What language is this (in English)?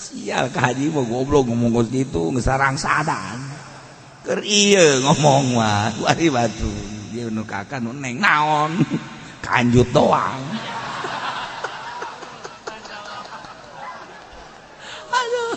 Sundanese